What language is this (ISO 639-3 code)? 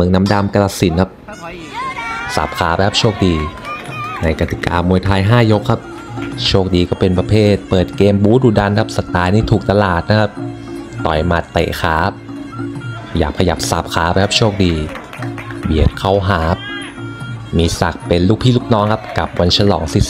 tha